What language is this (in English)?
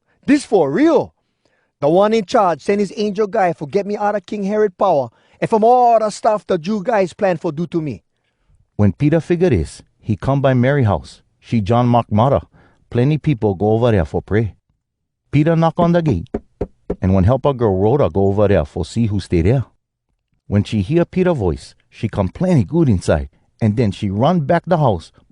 Hawai'i Creole English